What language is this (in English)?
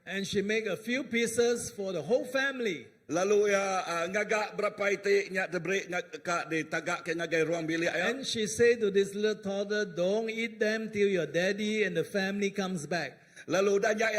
Iban